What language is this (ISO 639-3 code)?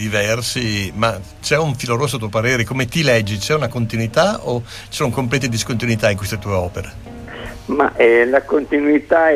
ita